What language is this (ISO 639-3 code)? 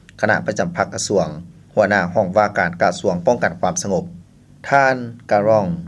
lao